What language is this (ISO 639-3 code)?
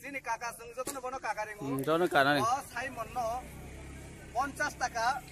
trp